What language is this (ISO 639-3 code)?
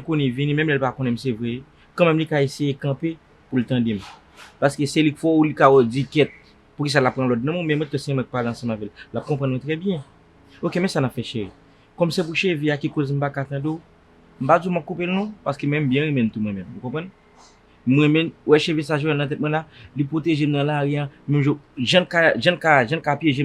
hat